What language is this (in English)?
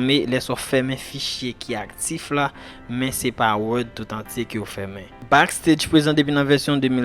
Haitian Creole